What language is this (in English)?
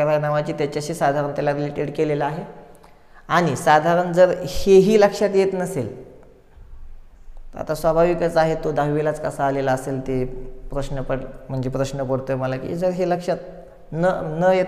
Marathi